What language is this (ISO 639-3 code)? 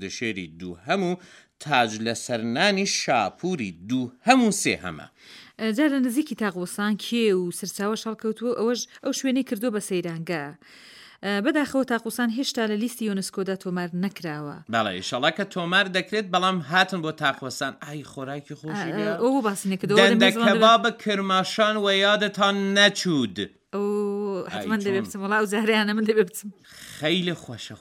ckb